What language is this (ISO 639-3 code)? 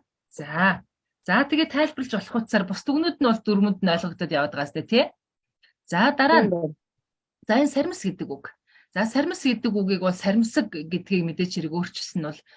mon